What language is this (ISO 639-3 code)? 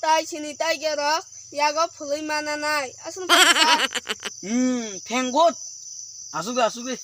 trp